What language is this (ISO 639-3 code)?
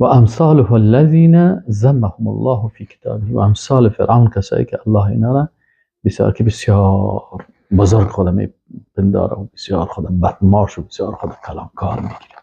fas